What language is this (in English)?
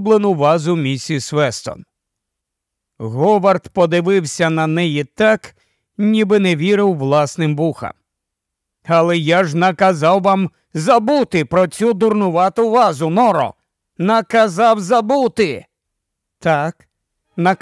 Ukrainian